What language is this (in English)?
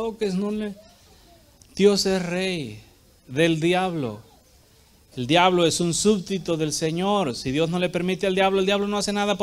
Spanish